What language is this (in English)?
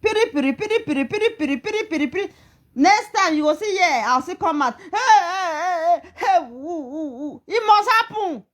Nigerian Pidgin